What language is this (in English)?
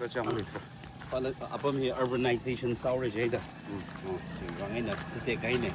Tangkhul Naga (India)